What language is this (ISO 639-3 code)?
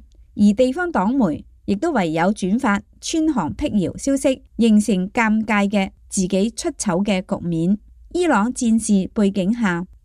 yue